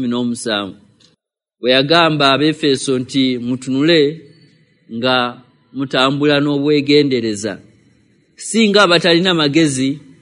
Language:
Ganda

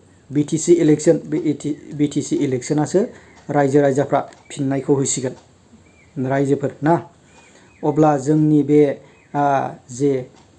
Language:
Bodo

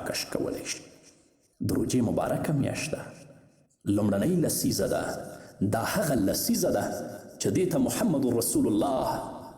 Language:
Pashto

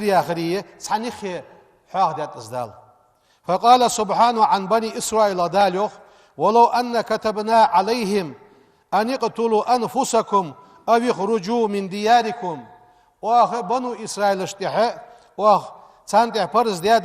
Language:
Ingush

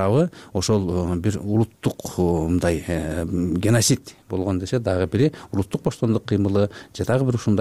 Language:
Kyrgyz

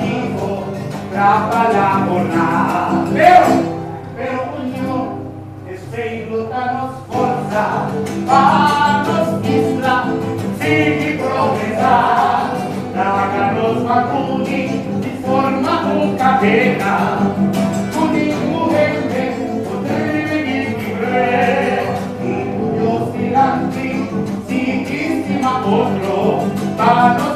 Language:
Papiamento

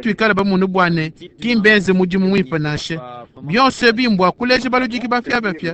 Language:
Luba-Lulua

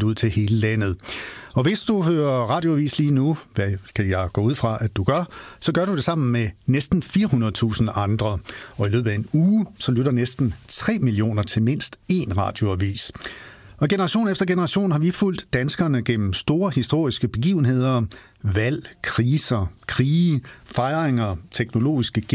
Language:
Danish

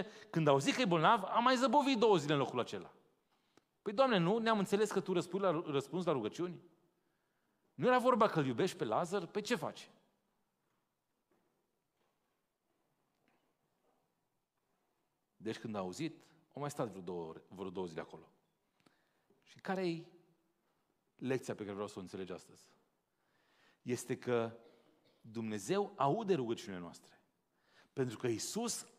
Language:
Romanian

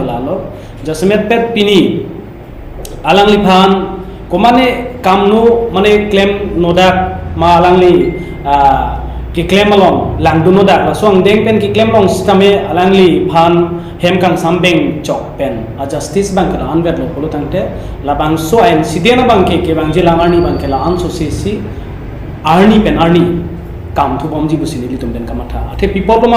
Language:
Karbi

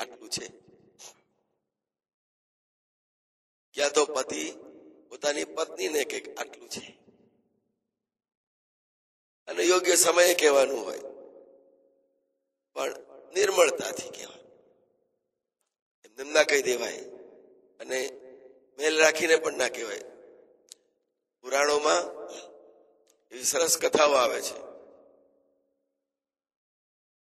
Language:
Gujarati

